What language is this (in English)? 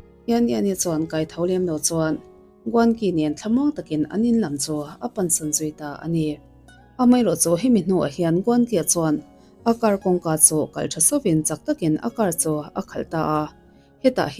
Mizo